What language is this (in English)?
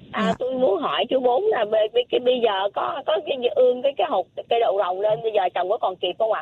Vietnamese